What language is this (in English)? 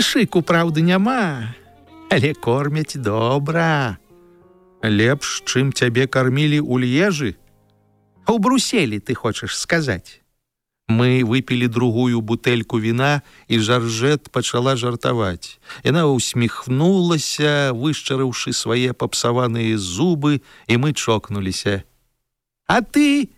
Belarusian